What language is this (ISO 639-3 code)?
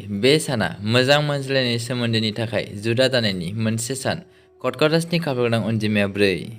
brx